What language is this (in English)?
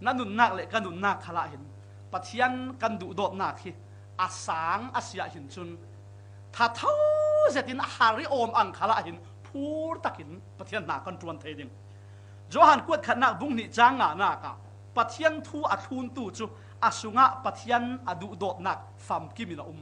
Falam Chin